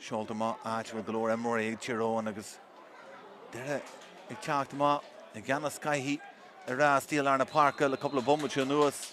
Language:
Irish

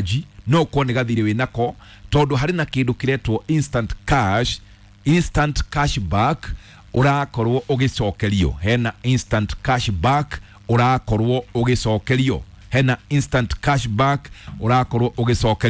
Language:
Kikuyu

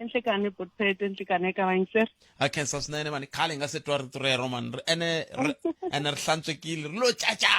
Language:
Tsonga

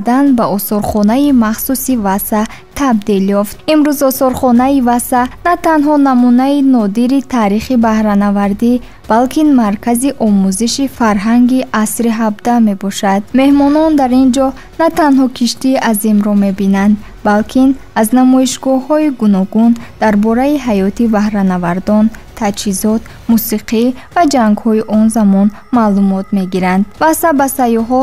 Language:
Tajik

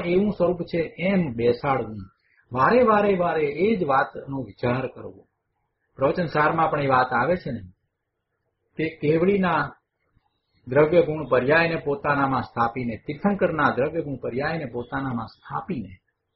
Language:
Gujarati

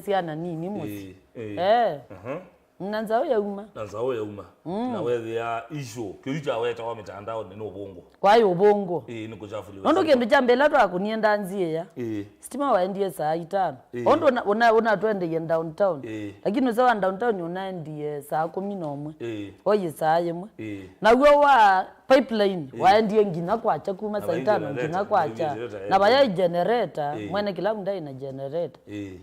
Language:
Kamba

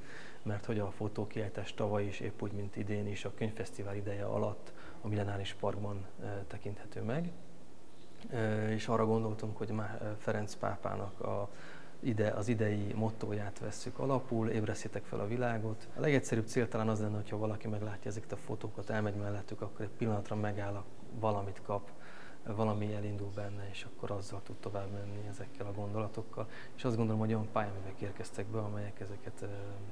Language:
Hungarian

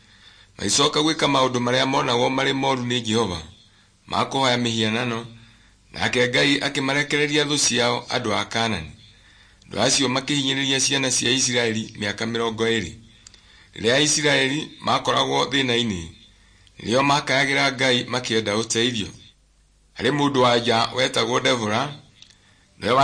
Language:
Kikuyu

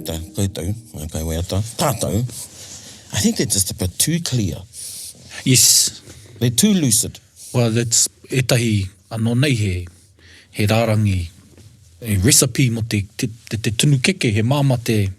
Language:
Māori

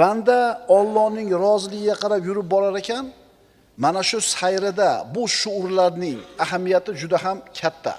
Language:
Uzbek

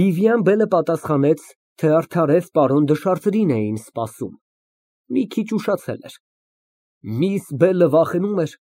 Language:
Armenian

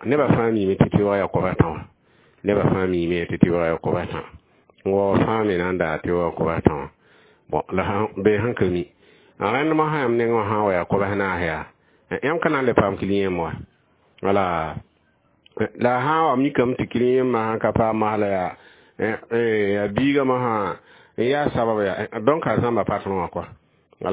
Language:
Mossi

